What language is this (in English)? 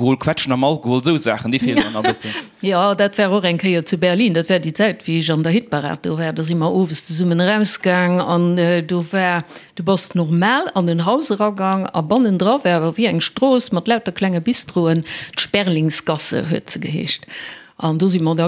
Luxembourgish